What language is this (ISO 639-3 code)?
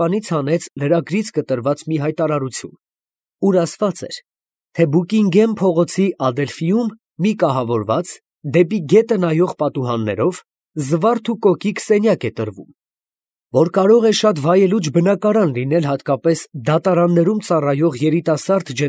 hye